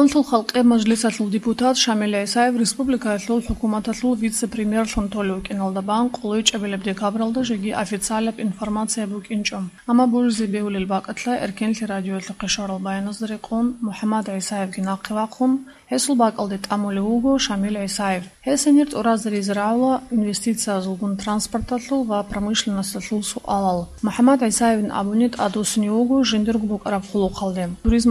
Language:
Avaric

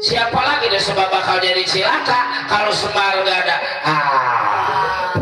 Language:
Betawi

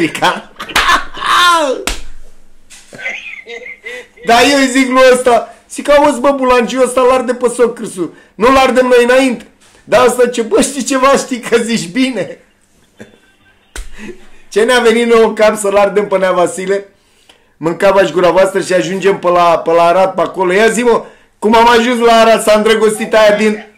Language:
Romanian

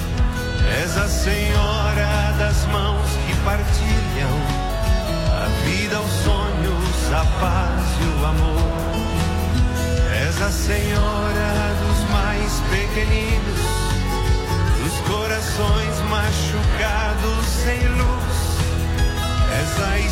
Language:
Portuguese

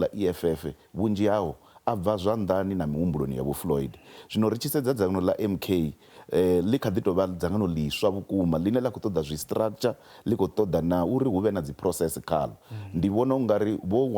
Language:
Venda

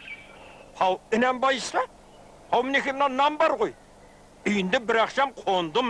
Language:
Kara-Kalpak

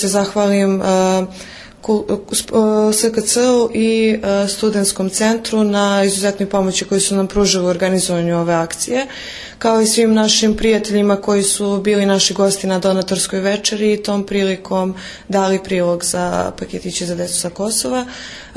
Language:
Serbian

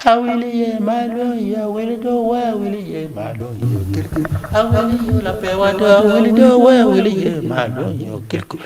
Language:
Acoli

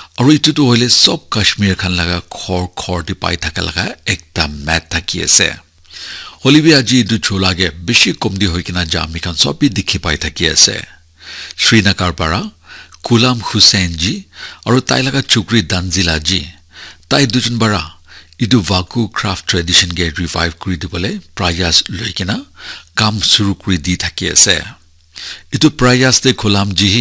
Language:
Naga Pidgin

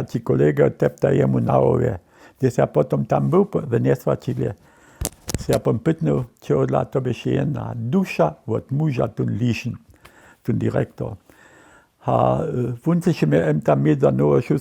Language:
Upper Sorbian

